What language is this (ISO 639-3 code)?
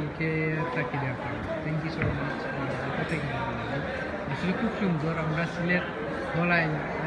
syl